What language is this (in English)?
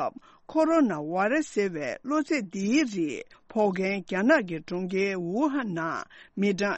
Tibetan